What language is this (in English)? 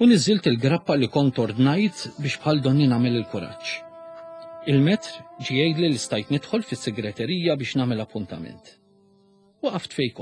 Maltese